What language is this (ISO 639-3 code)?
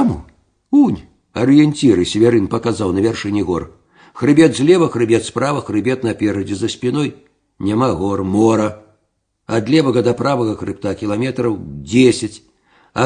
bel